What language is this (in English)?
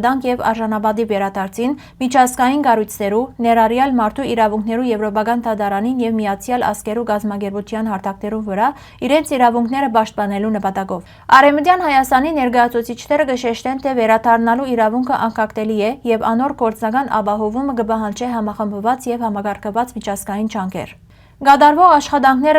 Western Armenian